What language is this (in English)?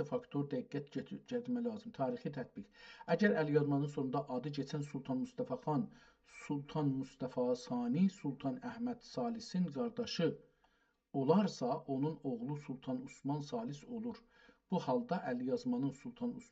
South Azerbaijani